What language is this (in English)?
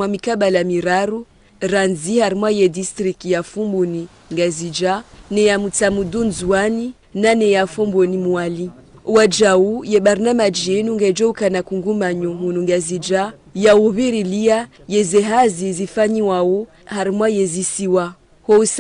Ngazidja Comorian